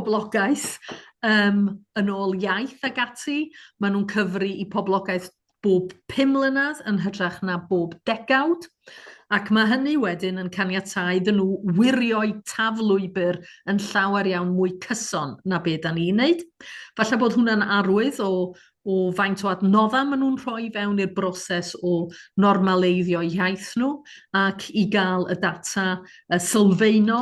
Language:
Welsh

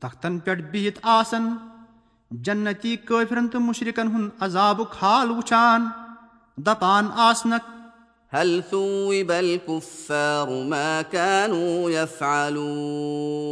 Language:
Kashmiri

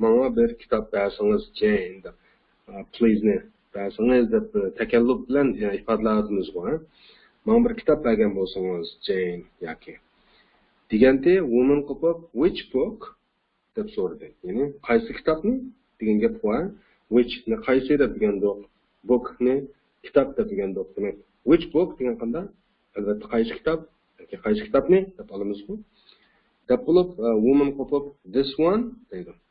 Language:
Uyghur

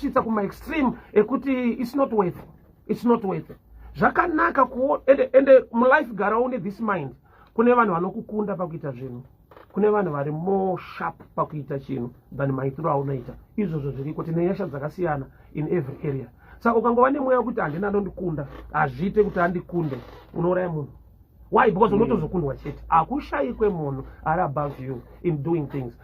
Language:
Shona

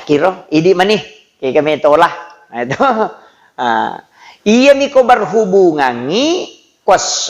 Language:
Buginese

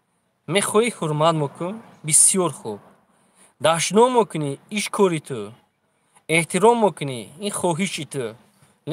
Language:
Tajik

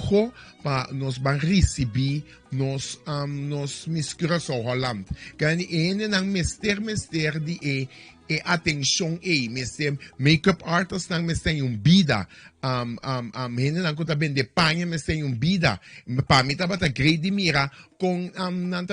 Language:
Papiamento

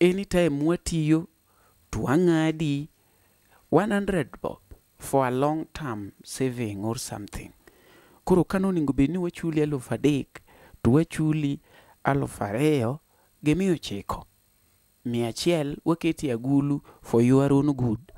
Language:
Luo (Kenya and Tanzania)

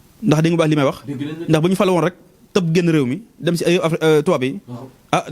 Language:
Wolof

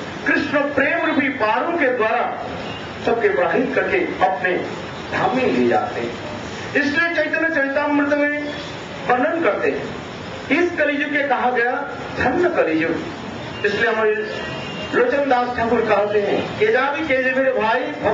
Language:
Hindi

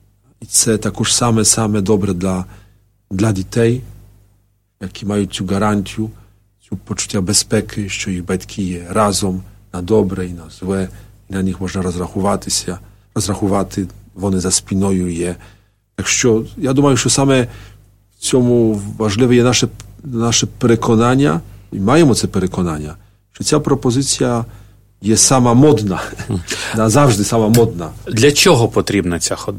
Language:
Ukrainian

